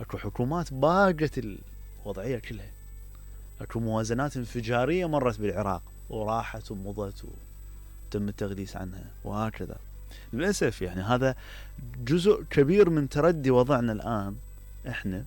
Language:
Mesopotamian Arabic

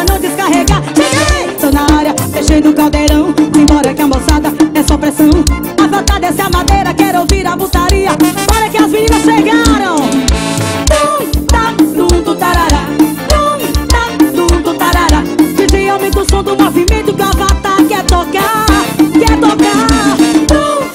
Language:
Portuguese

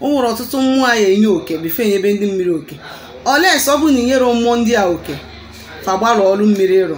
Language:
Igbo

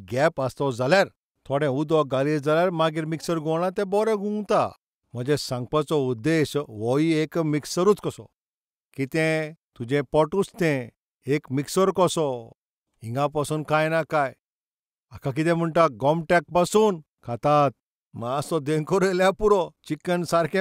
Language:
Konkani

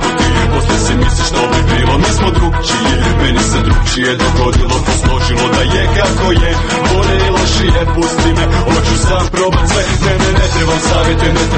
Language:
Croatian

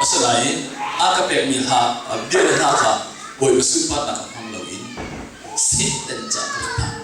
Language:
Hakha Chin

